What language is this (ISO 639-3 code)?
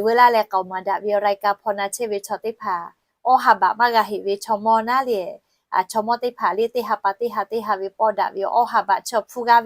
lhu